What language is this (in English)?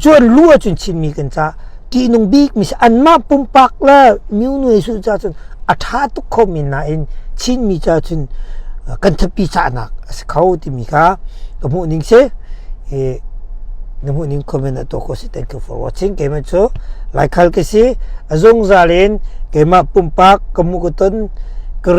Hakha Chin